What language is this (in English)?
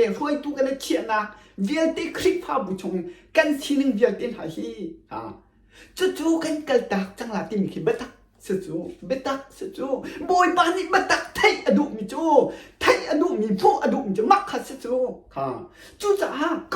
Hakha Chin